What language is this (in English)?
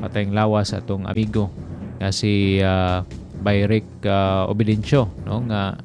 Cebuano